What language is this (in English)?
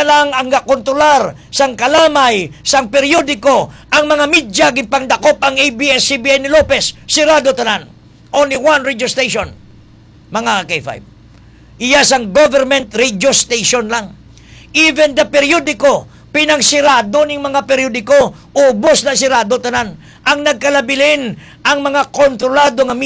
Hiligaynon